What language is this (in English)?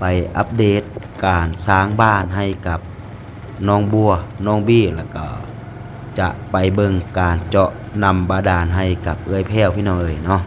Lao